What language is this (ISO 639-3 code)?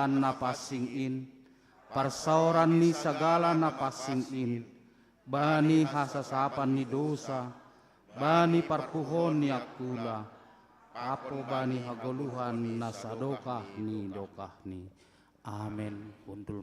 bts